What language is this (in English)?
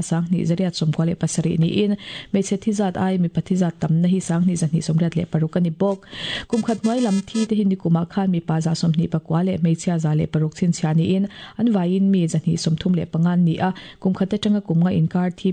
Mizo